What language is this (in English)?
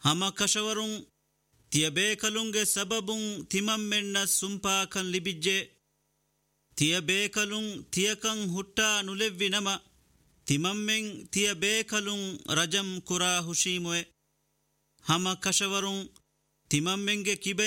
Divehi